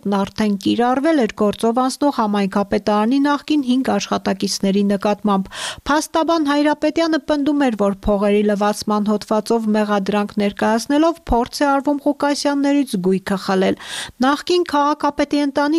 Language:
Armenian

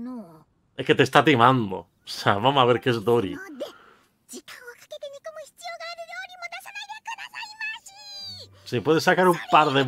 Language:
Japanese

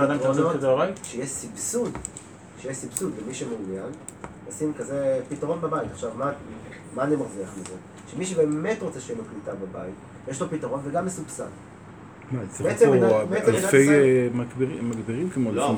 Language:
Hebrew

